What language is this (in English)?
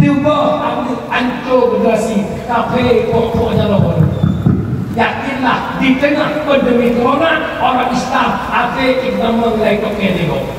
Achinese